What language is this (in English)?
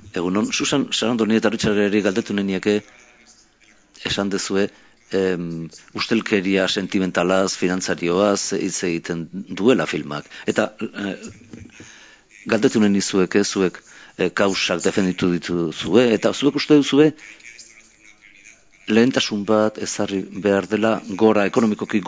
Basque